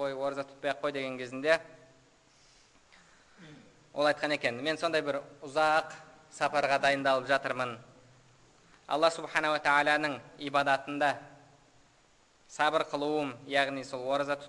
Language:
Kazakh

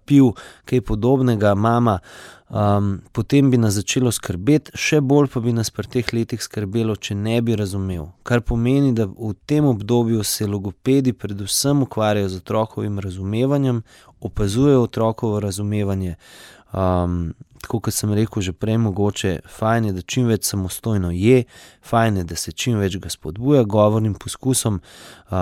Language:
Slovenian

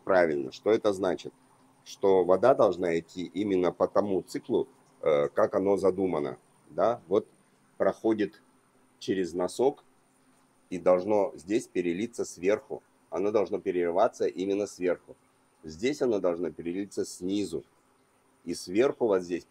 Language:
Russian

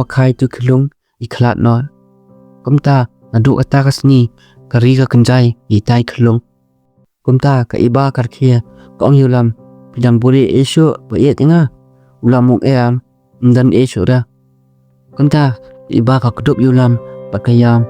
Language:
Khasi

